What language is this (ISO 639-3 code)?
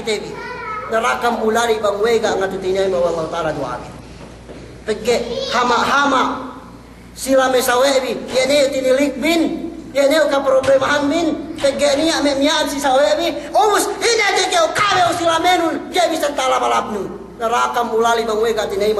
yka